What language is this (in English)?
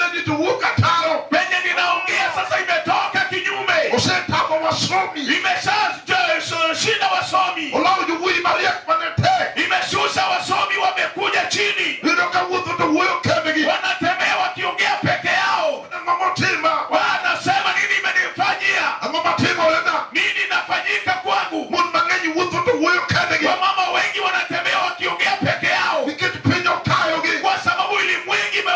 Luo (Kenya and Tanzania)